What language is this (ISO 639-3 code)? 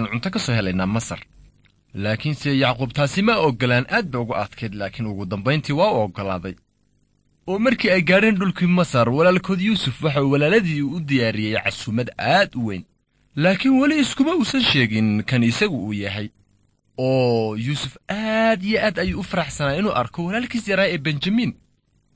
som